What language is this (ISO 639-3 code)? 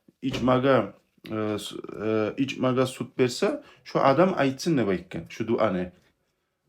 kum